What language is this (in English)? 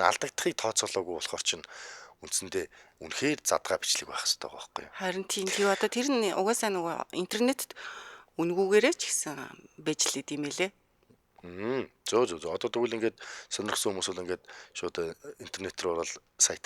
Mongolian